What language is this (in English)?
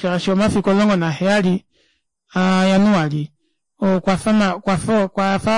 Kuanyama